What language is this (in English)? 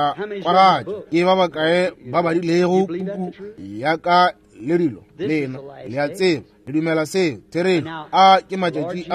Northern Sotho